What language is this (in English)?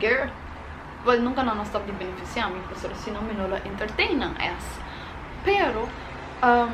Papiamento